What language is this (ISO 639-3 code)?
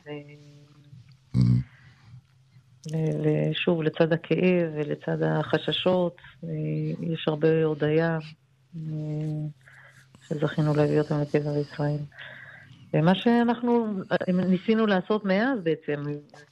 heb